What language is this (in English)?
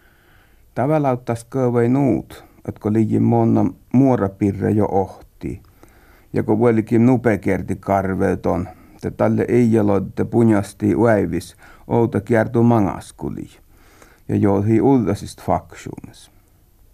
Finnish